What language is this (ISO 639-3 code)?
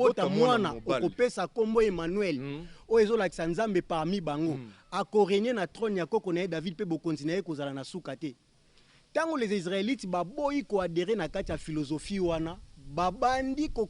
lin